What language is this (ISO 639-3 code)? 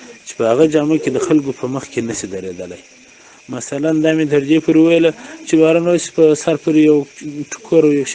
pus